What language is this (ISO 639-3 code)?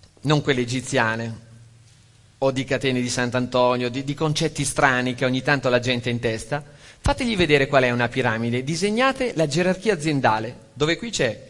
ita